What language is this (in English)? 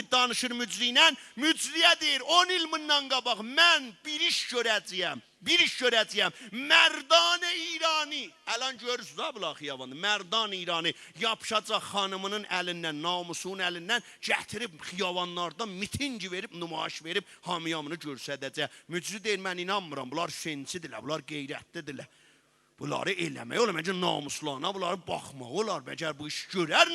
South Azerbaijani